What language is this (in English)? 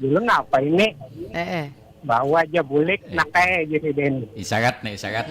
Banjar